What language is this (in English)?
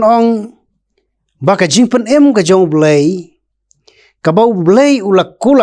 Khasi